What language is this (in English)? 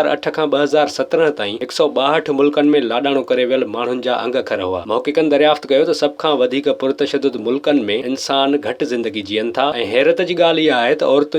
Sindhi